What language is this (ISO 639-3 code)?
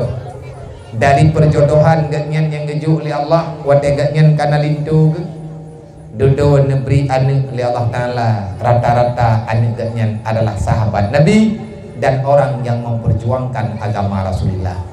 ace